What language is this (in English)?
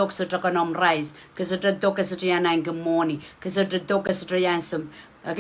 Pohnpeian